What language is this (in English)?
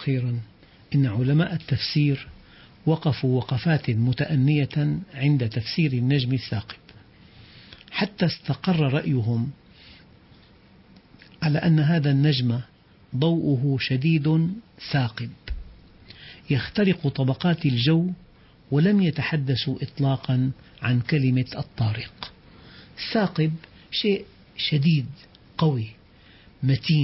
Arabic